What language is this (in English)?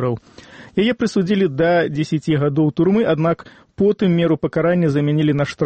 Belarusian